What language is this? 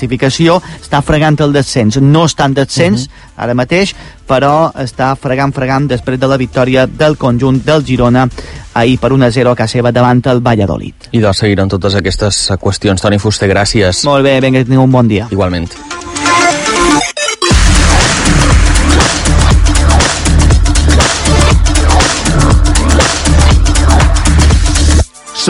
Catalan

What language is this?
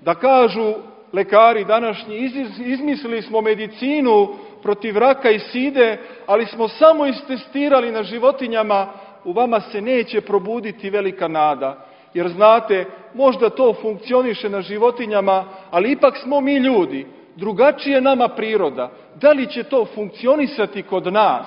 Serbian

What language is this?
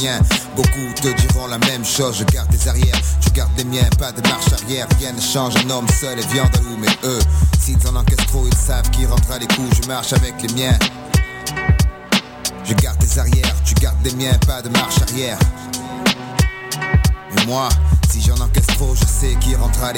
French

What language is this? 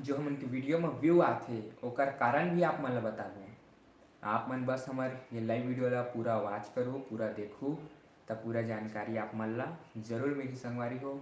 Chhattisgarhi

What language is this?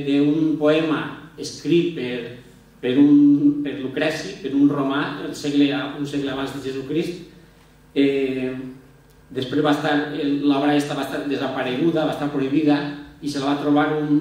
Catalan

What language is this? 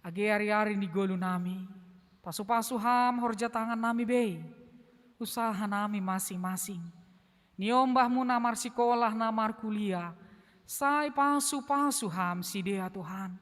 Batak Simalungun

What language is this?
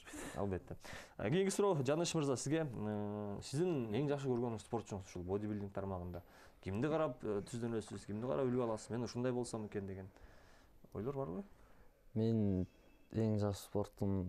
Kyrgyz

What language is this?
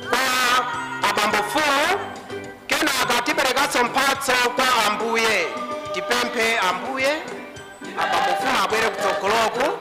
Nyanja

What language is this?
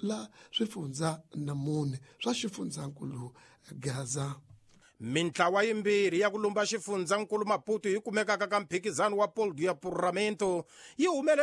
Tsonga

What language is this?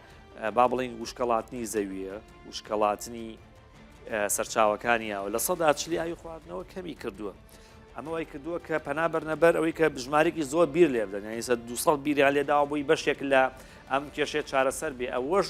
Central Kurdish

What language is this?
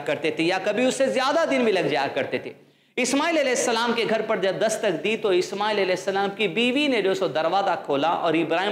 Urdu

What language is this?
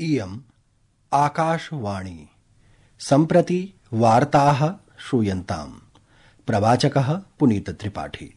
Sanskrit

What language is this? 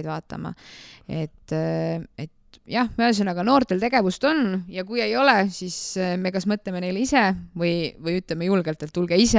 Estonian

